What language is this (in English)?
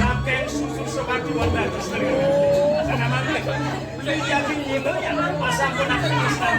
Balinese